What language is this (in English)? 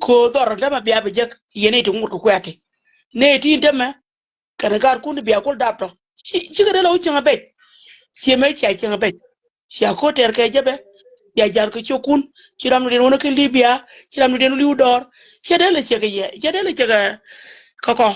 Nuer